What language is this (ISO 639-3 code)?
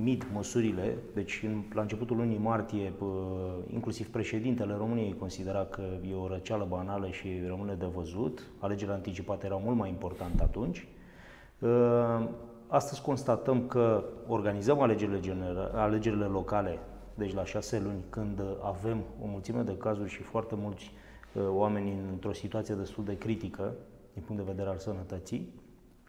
ron